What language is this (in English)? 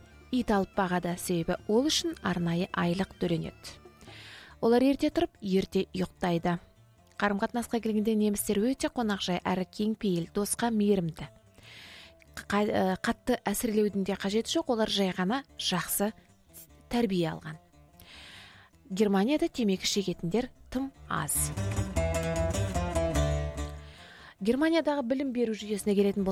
Kazakh